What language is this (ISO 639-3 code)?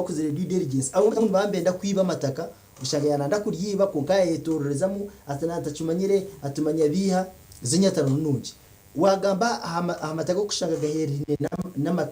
nyn